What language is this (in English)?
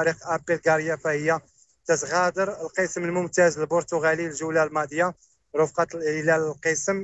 Moroccan Arabic